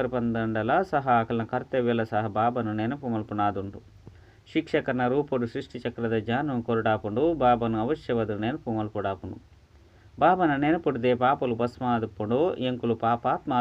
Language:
Tulu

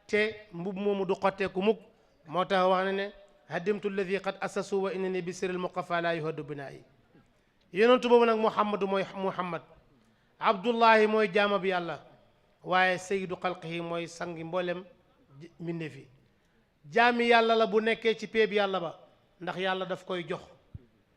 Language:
Wolof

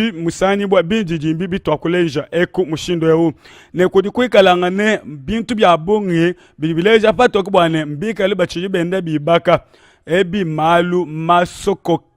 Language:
Luba-Lulua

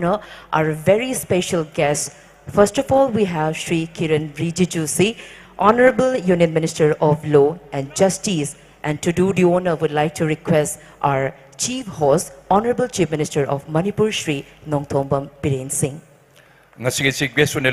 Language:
Tangkhul Naga (India)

